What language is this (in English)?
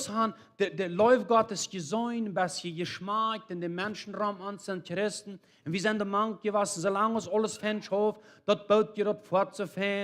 Plautdietsch